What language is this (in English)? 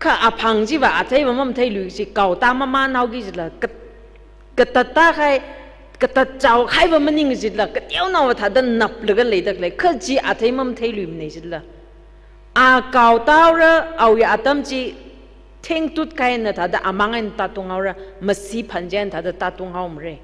Tangkhul Naga (India)